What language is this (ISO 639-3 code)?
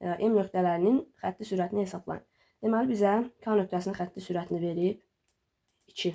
aze